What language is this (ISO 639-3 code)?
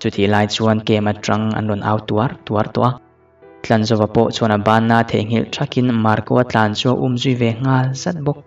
lus